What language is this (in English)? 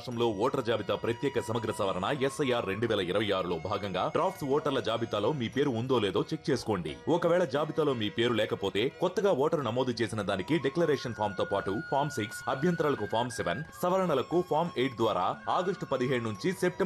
Telugu